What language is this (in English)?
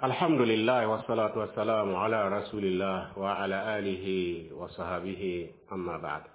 Mossi